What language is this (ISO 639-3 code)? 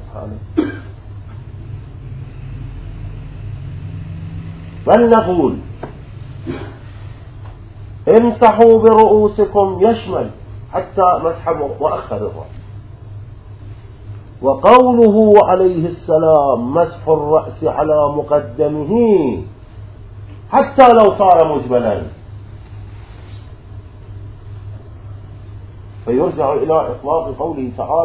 ara